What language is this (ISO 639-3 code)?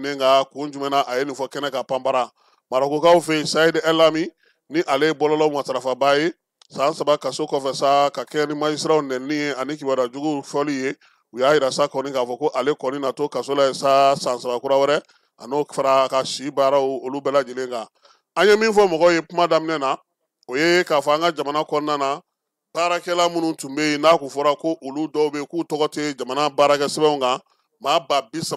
bam